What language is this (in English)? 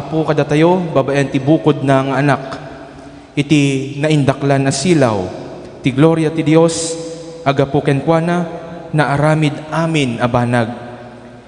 Iloko